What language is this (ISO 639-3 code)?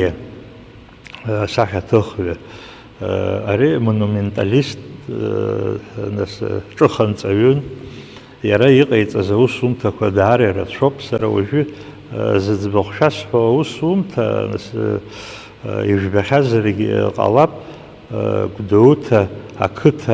abk